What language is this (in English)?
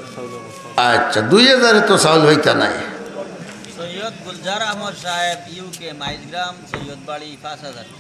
Sylheti